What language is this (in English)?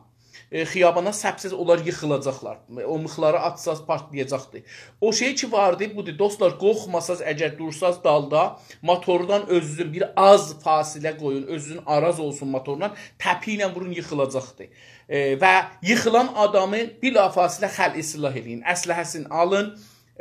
South Azerbaijani